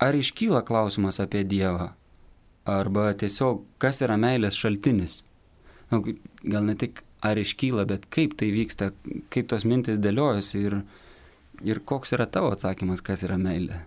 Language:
Lithuanian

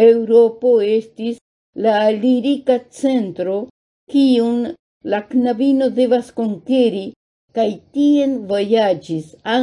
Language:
Esperanto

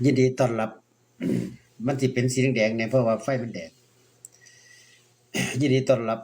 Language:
Lao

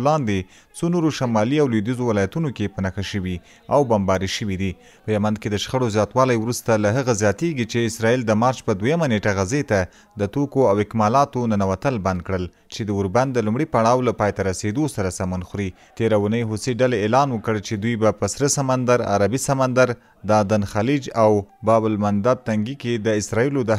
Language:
Pashto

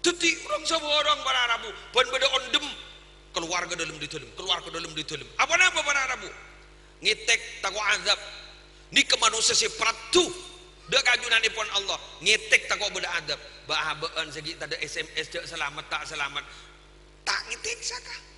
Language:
Madurese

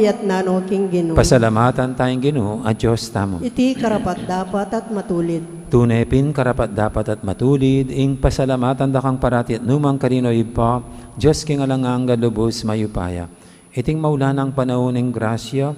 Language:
Pampanga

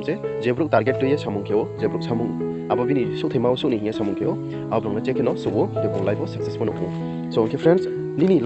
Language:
Riang (India)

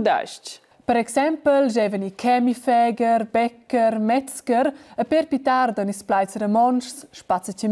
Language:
Romansh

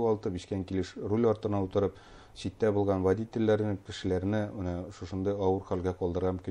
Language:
Bashkir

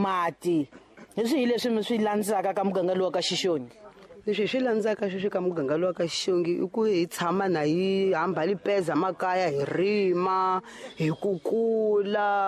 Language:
Tsonga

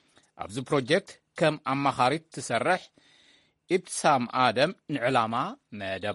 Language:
Tigrinya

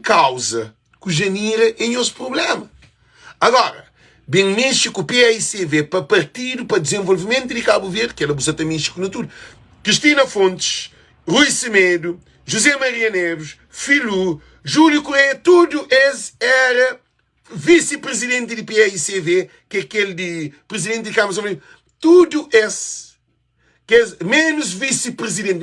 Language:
Kabuverdianu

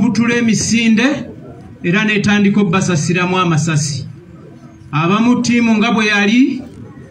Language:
Ganda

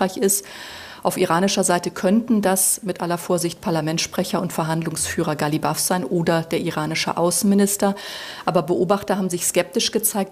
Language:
German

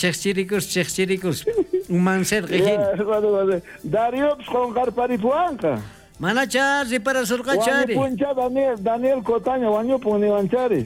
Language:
South Bolivian Quechua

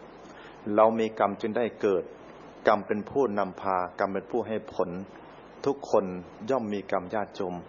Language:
Thai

